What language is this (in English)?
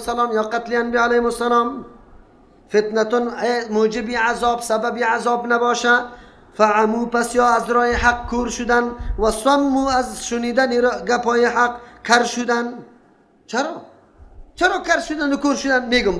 Persian